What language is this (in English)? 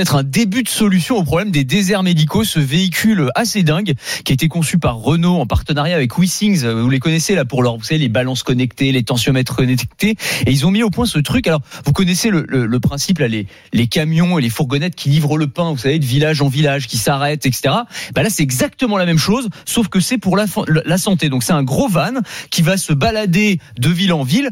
French